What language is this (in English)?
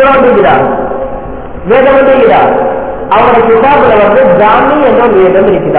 Tamil